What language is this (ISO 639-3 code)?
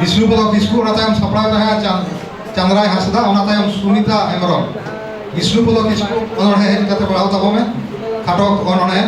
sat